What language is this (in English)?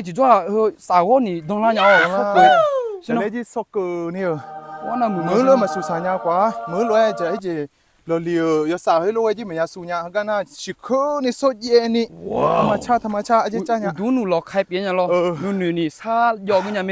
Akha